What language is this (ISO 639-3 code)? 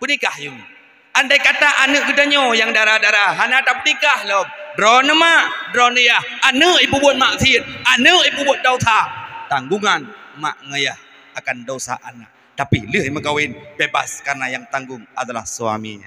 ace